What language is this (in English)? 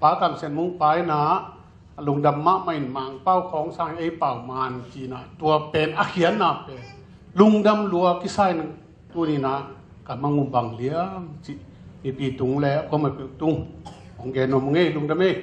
Tedim Chin